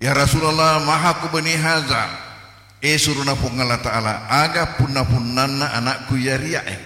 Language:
Buginese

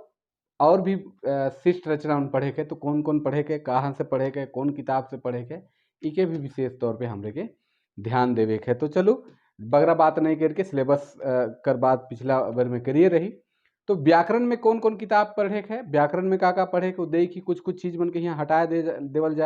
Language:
Sadri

